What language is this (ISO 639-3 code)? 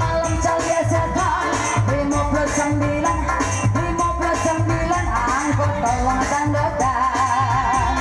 min